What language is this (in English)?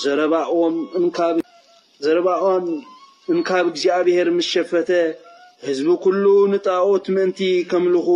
Tigrinya